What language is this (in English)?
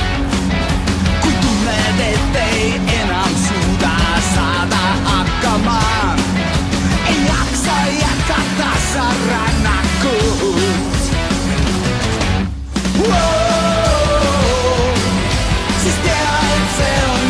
Estonian